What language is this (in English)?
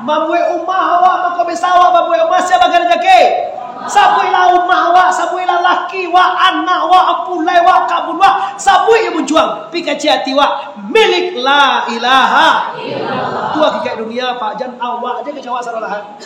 Minangkabau